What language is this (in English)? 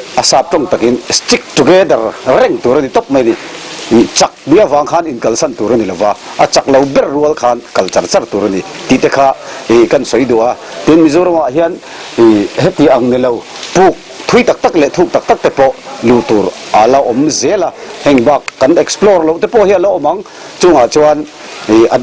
Mizo